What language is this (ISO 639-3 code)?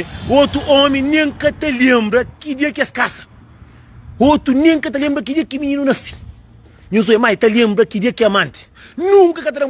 kea